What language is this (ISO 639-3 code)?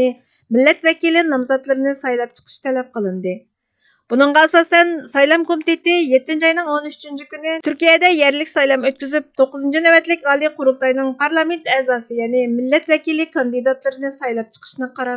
uig